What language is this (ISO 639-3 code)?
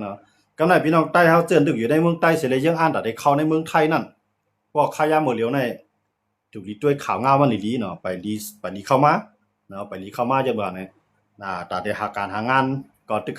shn